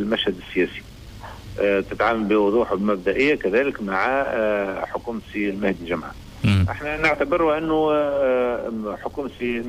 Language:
Tunisian Arabic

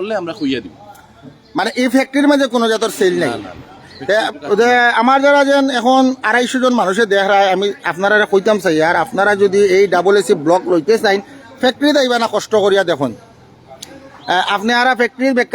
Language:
Sylheti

